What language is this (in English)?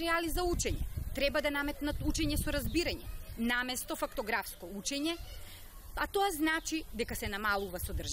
Macedonian